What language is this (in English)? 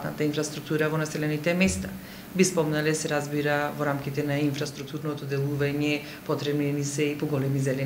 Macedonian